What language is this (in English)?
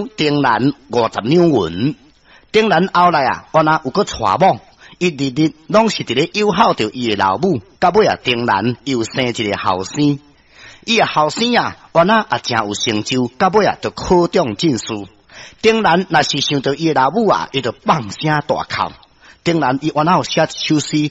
Min Nan Chinese